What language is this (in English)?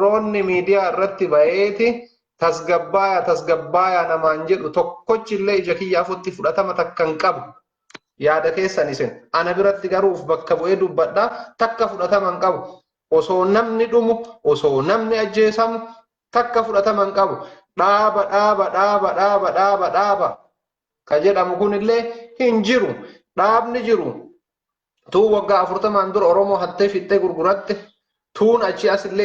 Oromo